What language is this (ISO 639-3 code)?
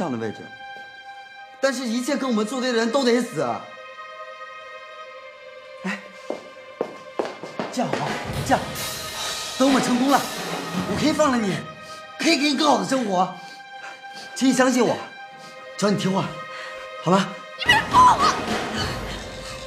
zho